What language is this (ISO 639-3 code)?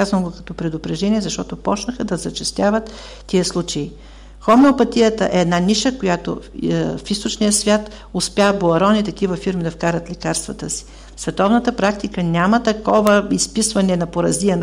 bul